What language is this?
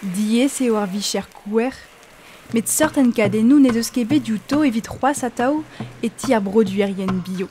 Breton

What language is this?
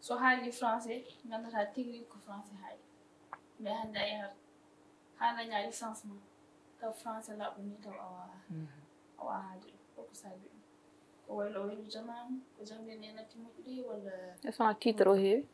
Fula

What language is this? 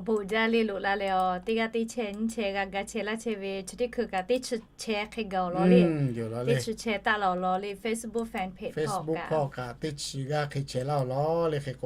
Lahu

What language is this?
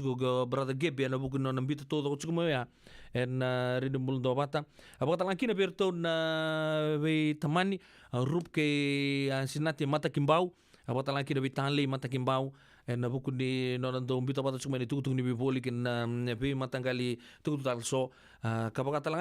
Fijian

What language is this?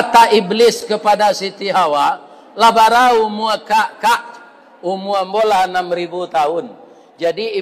Minangkabau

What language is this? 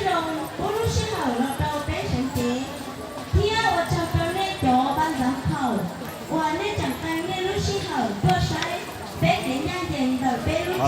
Hmong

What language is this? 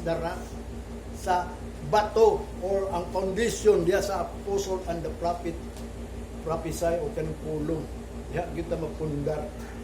Cebuano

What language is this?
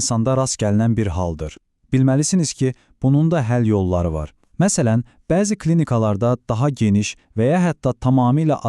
Azerbaijani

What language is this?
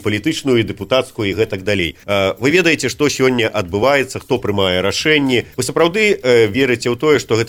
Belarusian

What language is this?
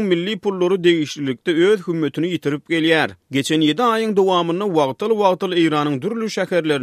Turkmen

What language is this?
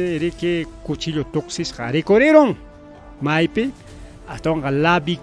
Ayacucho Quechua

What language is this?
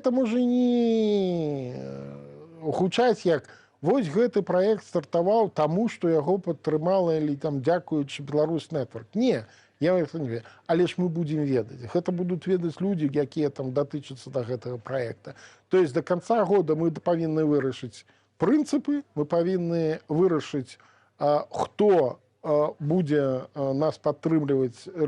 Belarusian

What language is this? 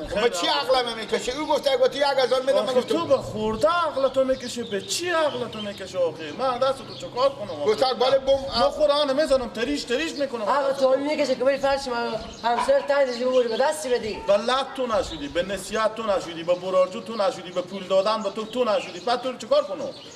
Persian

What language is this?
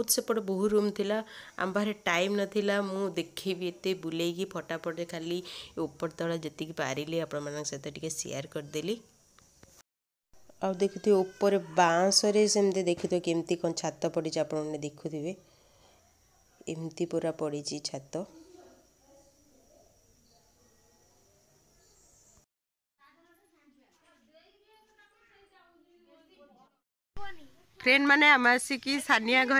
Odia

